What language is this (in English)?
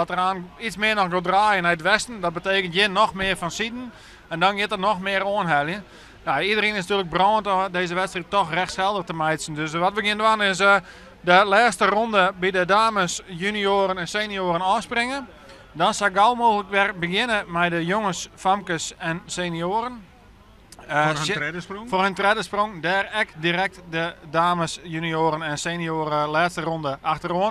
Western Frisian